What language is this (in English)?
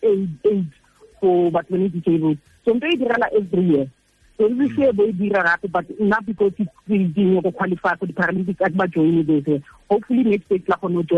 Tswana